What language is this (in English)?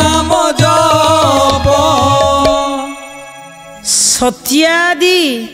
Odia